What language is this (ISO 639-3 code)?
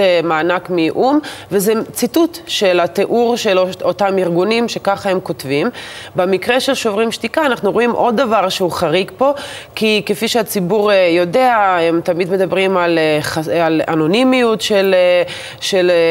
heb